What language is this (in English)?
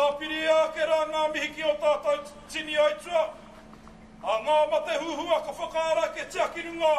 Māori